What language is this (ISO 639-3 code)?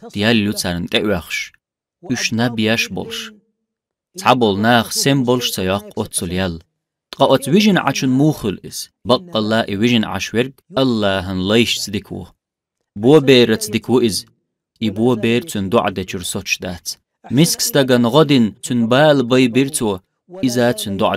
che